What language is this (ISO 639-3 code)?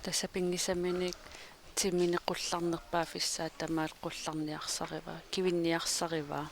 kal